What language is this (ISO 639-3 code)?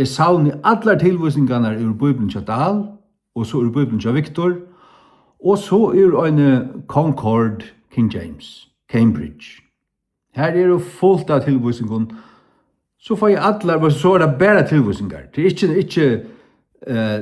fao